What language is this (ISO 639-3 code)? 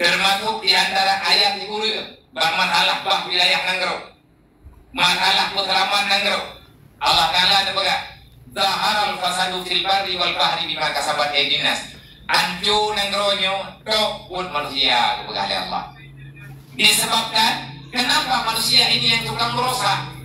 ace